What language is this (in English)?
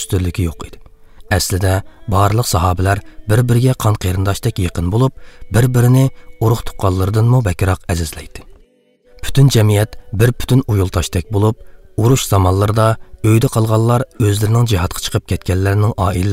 Uyghur